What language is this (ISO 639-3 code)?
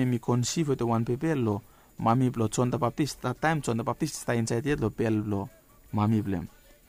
bis